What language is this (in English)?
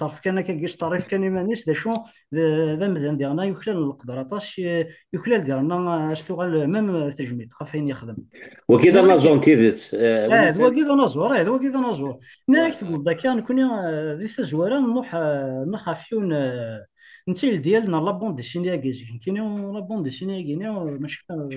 Kabyle